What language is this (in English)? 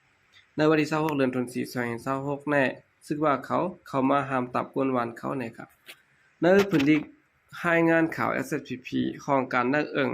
Shan